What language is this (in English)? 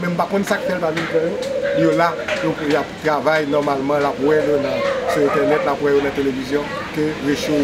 Haitian Creole